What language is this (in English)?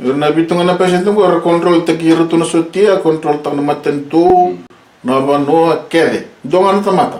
Fijian